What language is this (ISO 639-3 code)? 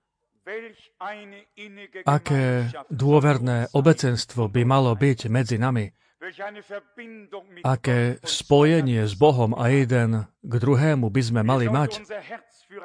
slk